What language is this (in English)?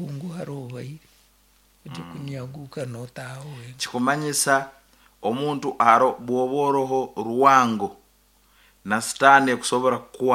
Nyoro